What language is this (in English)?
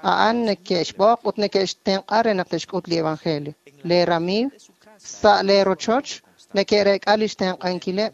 Kekchí